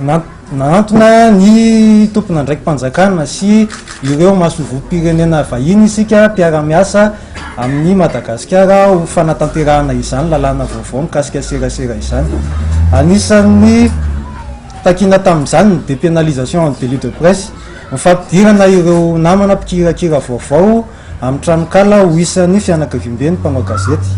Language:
Malagasy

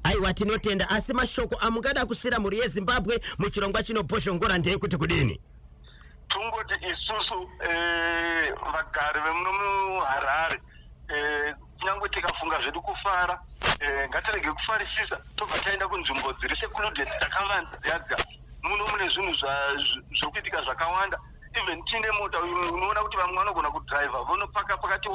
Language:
Shona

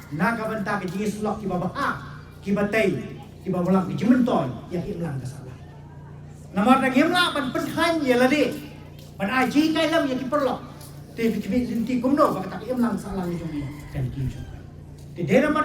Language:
Khasi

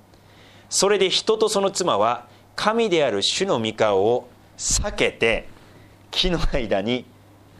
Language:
Japanese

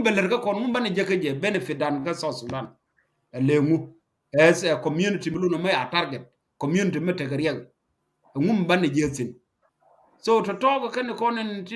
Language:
Nuer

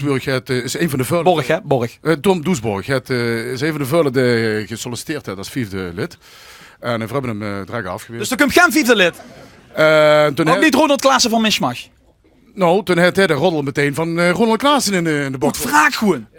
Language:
Limburgish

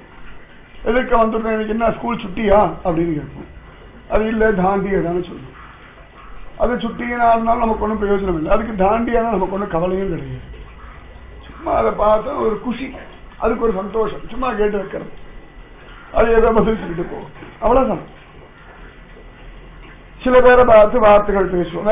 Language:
Tamil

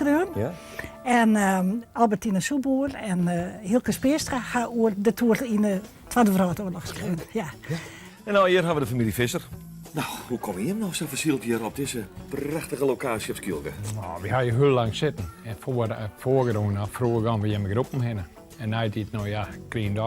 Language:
Western Frisian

